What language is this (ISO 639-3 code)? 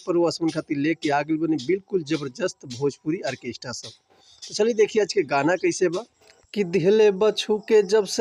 bho